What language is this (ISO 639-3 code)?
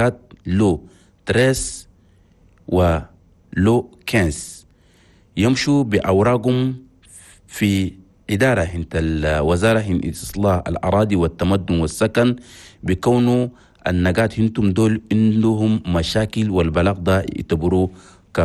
shu